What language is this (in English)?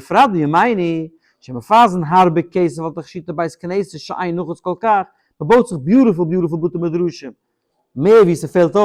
Yiddish